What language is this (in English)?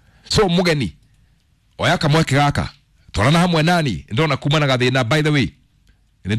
Kikuyu